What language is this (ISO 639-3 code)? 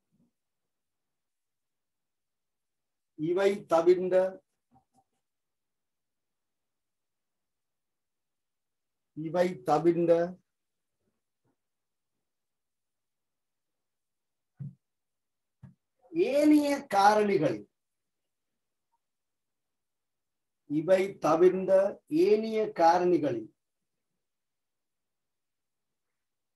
tam